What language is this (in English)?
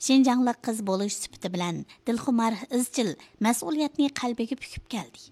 Uyghur